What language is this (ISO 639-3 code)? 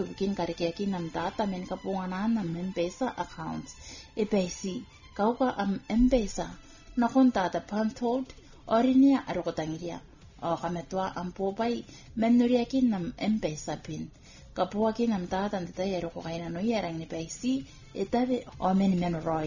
gil